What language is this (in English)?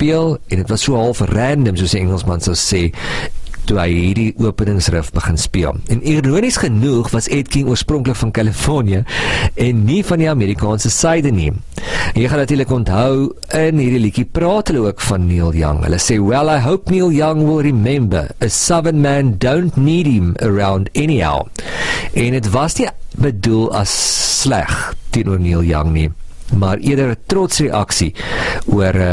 Afrikaans